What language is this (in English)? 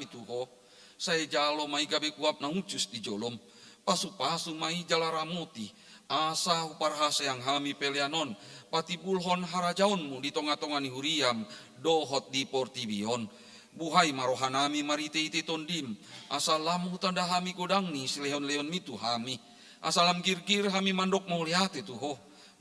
Batak Toba